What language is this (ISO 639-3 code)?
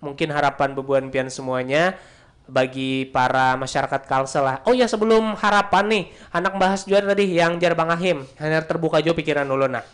bjn